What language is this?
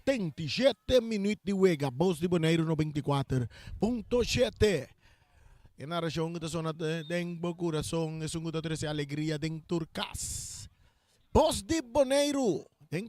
Papiamento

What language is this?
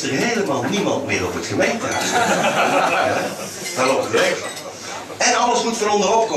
Dutch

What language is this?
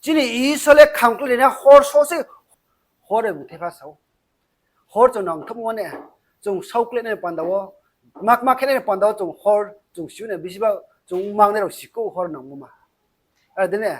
Riang (India)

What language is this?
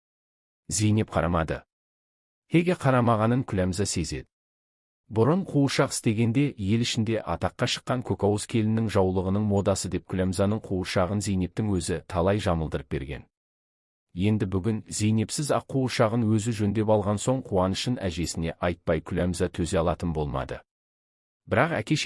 Kazakh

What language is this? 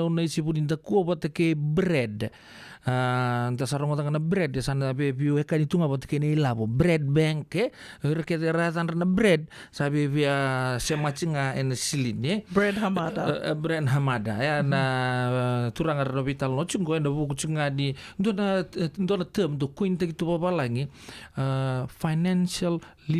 Fijian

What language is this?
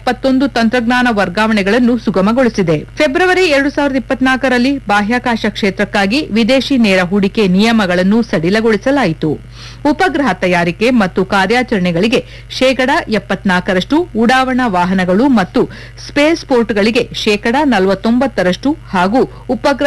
Kannada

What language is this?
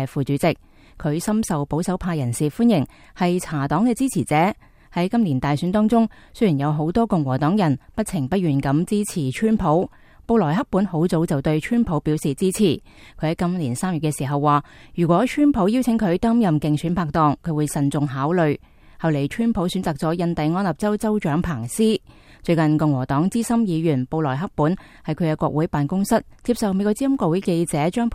Cantonese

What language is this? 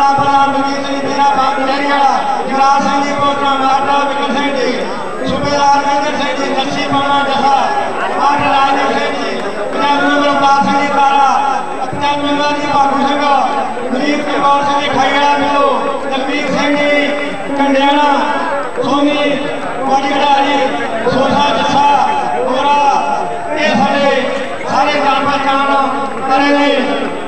Punjabi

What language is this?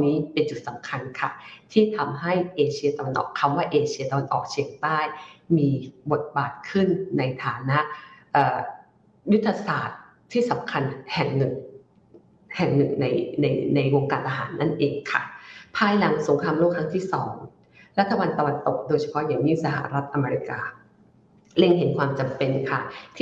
Thai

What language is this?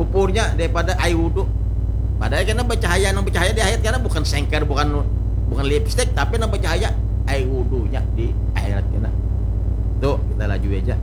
Banjar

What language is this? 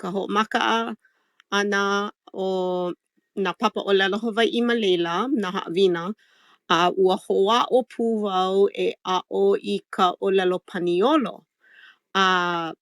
Hawaiian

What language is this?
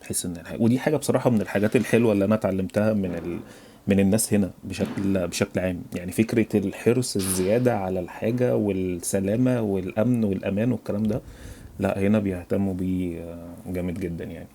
Egyptian Arabic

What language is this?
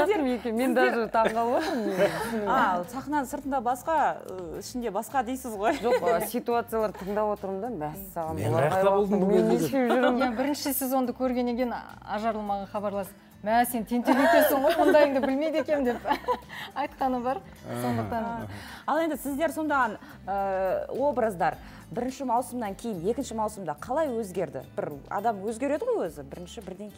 Kazakh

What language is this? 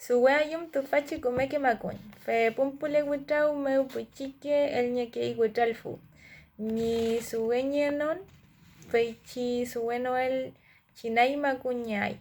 Mapuche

